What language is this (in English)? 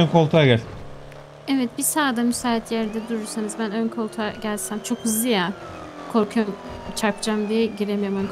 Turkish